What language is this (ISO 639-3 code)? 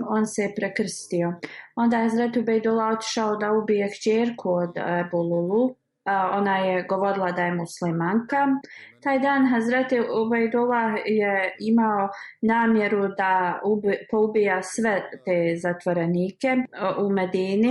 bos